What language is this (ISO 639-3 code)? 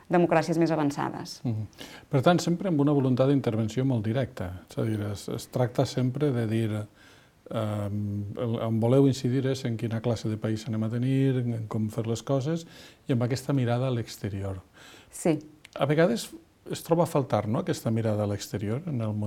cat